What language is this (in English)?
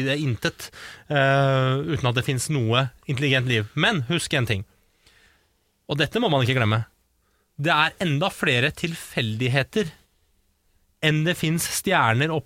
Norwegian